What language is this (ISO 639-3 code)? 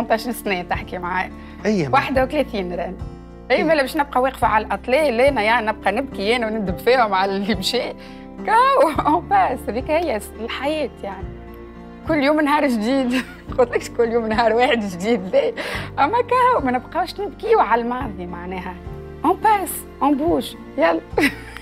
aeb